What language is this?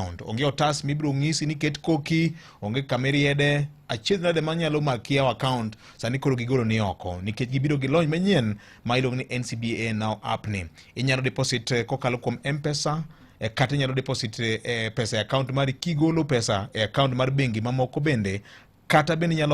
Luo (Kenya and Tanzania)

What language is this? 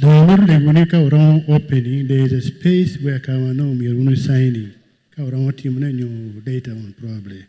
Acoli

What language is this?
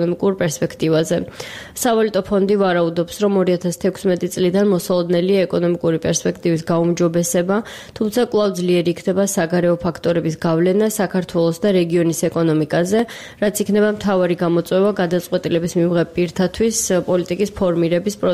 Georgian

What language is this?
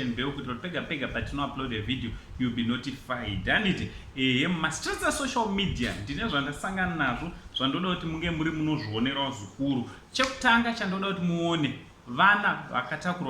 Shona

